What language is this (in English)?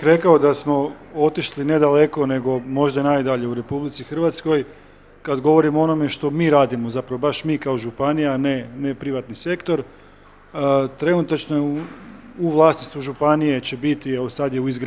Croatian